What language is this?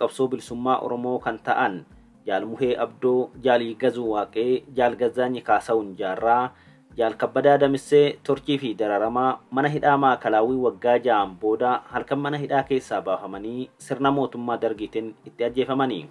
Oromo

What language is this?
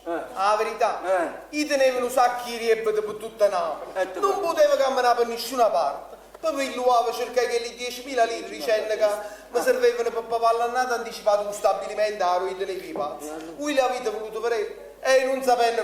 Neapolitan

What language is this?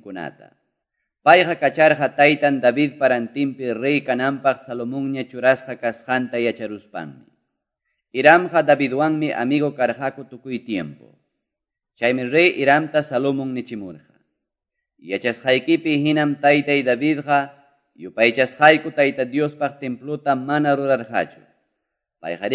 Quechua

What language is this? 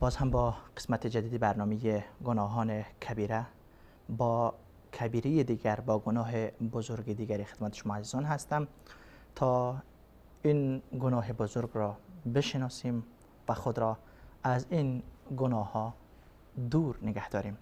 Persian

